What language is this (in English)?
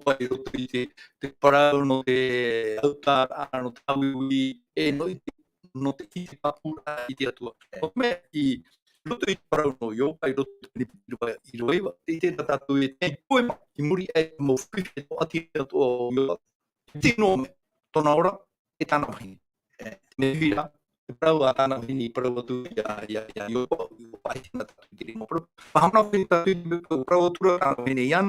Tahitian